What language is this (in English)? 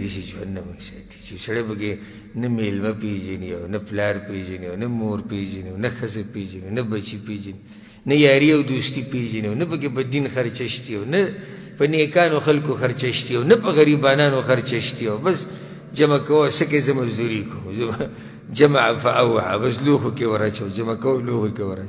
Pashto